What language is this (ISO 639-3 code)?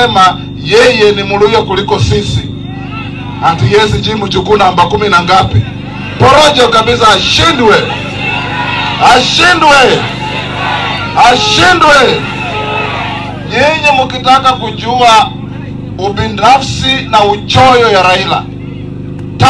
swa